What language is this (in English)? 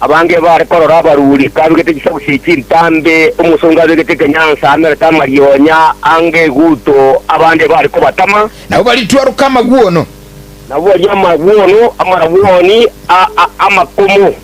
Gusii